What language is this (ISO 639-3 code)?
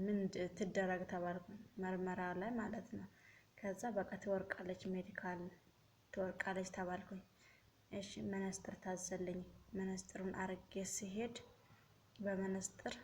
amh